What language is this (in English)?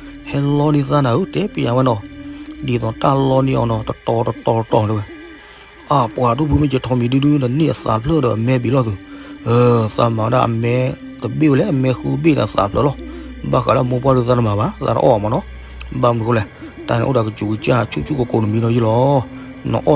S'gaw Karen